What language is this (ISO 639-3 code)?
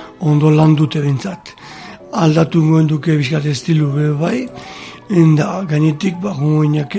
eus